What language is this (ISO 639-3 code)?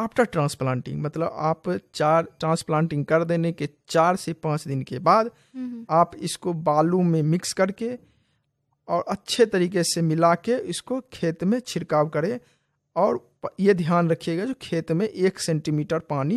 hin